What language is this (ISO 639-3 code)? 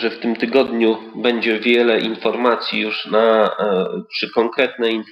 pol